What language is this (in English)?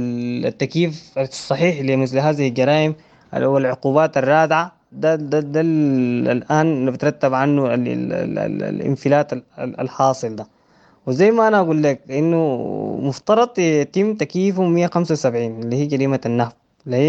Sudanese Arabic